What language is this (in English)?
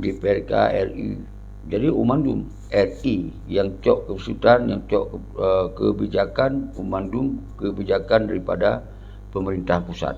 Achinese